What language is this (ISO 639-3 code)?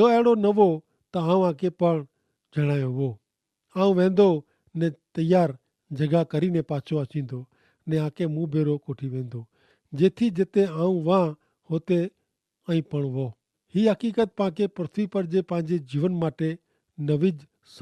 kfr